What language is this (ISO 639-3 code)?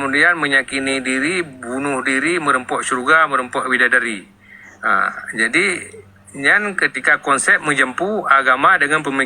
ace